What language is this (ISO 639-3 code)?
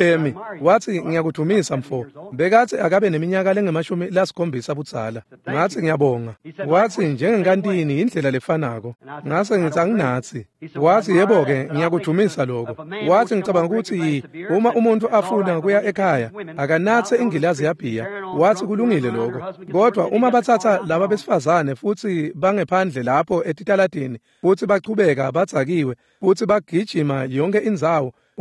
ssw